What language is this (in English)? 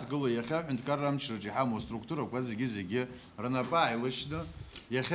Abkhazian